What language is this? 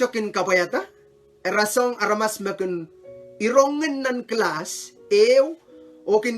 Pohnpeian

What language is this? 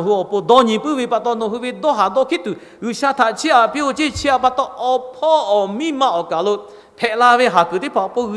Lahu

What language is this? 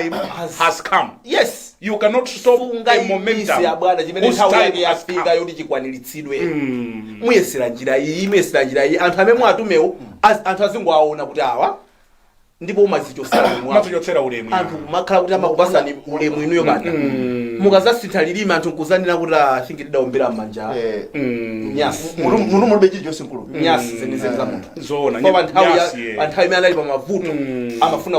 Nyanja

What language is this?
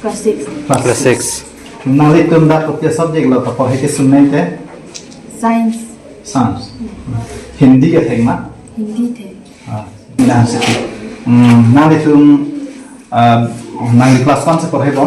Karbi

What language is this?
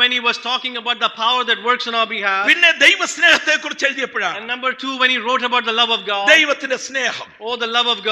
Malayalam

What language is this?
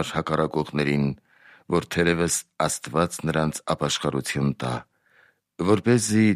Armenian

